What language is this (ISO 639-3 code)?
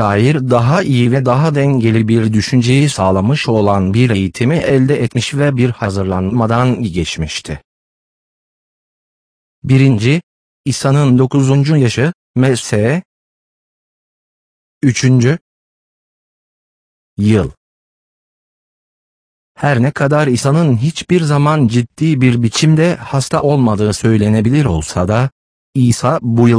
tur